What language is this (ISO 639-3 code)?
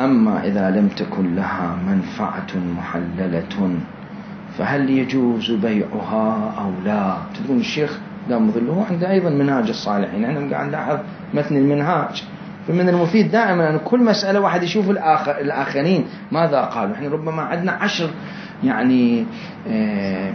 acm